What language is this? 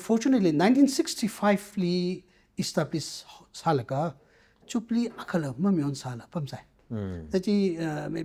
Tangkhul Naga (India)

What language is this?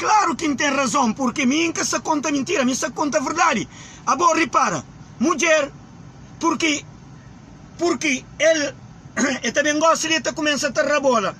Kabuverdianu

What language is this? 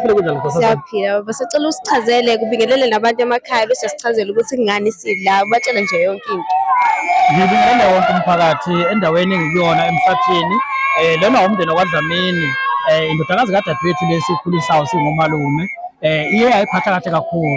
Zulu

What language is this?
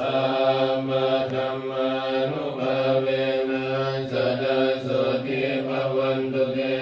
Pali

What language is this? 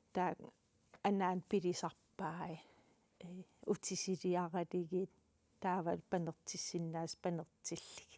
Kalaallisut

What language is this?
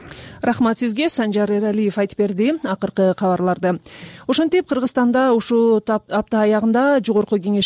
Kyrgyz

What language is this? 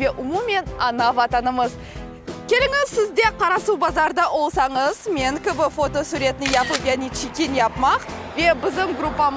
Crimean Tatar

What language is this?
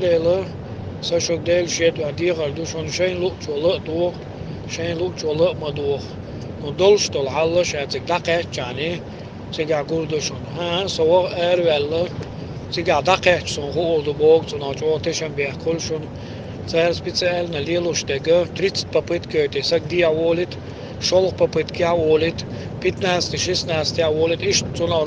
Chechen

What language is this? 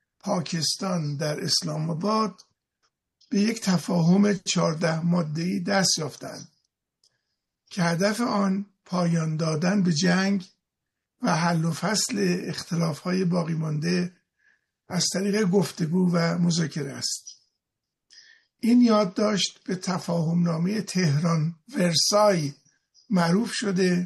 Persian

